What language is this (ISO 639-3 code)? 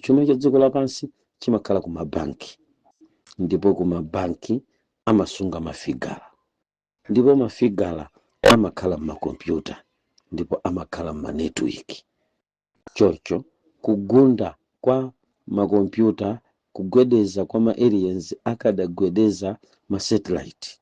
nya